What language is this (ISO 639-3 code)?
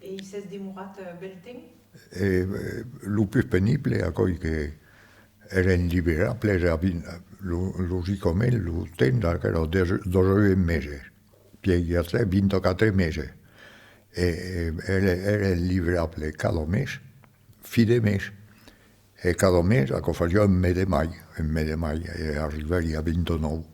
oci